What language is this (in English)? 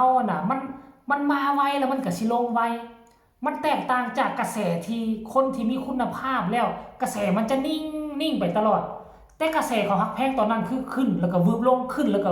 Northeastern Thai